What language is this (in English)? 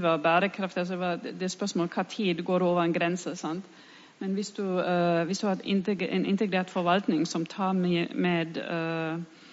Norwegian